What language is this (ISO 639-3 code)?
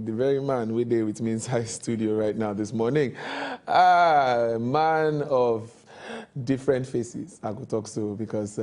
pcm